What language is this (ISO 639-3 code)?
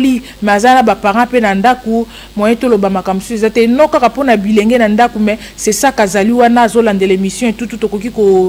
lin